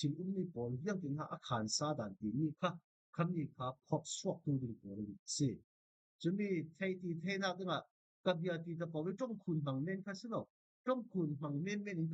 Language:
Falam Chin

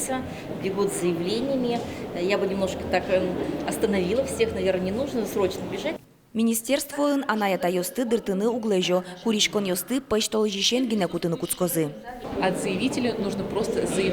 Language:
Udmurt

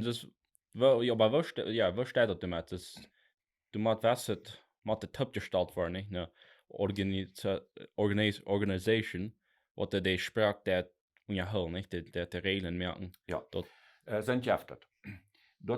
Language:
Plautdietsch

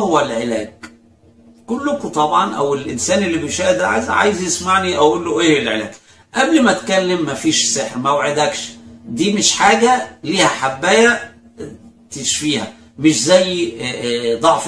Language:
Egyptian Arabic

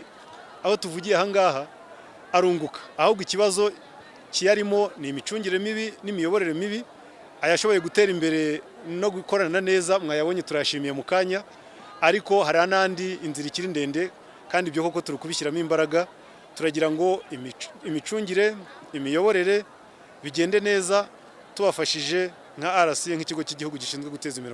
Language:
Kinyarwanda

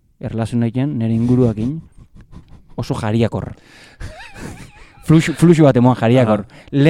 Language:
Basque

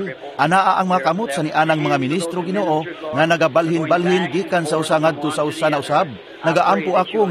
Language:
Cebuano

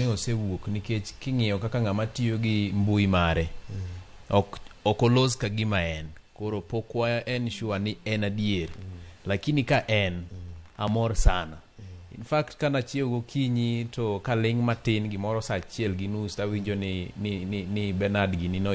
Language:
Luo (Kenya and Tanzania)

